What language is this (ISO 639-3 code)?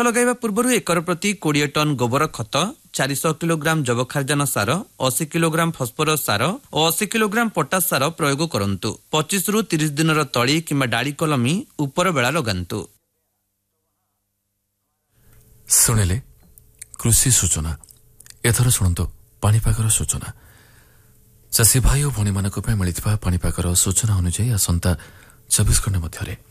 ori